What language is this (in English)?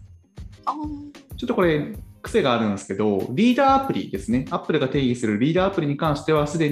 Japanese